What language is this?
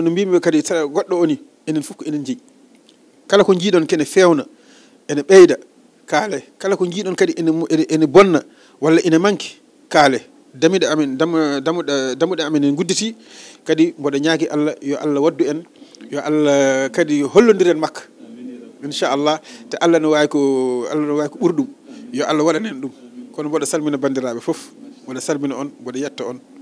Fula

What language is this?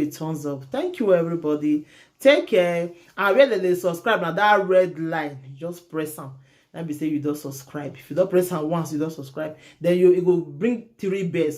Nigerian Pidgin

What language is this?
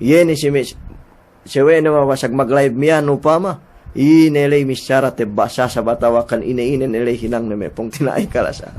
Yakan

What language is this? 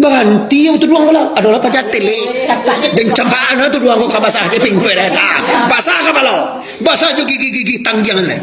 Minangkabau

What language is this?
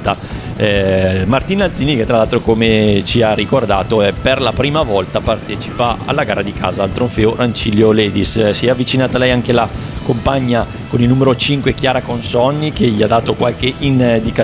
Italian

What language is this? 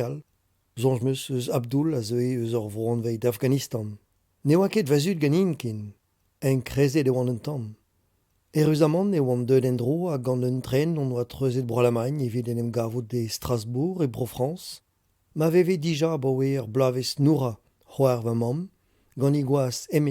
Breton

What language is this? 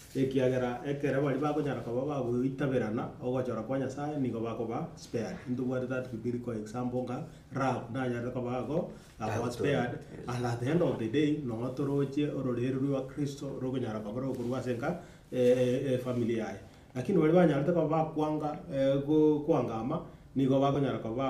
Gusii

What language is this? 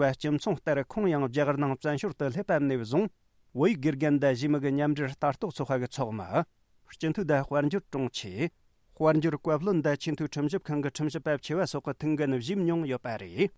Tibetan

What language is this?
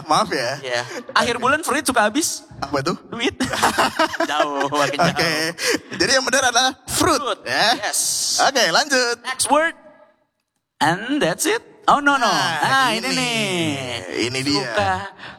Indonesian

